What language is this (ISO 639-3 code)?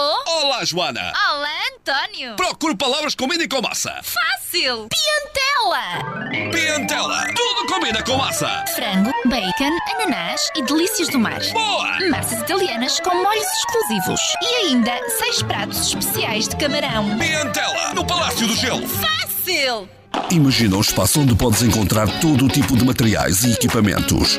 por